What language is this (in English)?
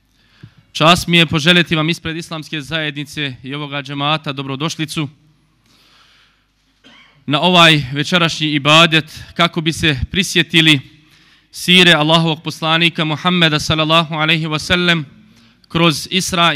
Bosnian